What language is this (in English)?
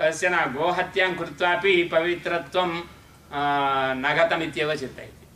Sanskrit